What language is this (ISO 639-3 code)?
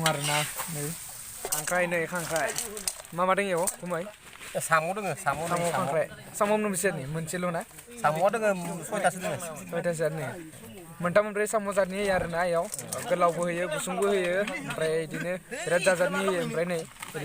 brx